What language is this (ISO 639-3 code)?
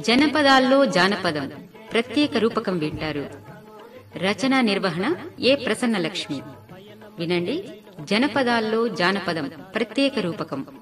tel